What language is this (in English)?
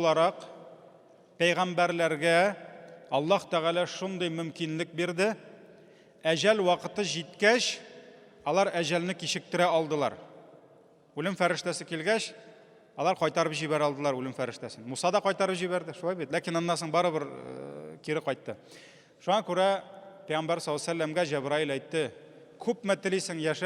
Tatar